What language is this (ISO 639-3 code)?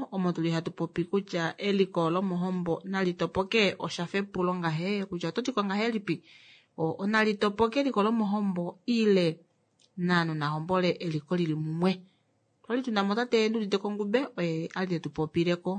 kua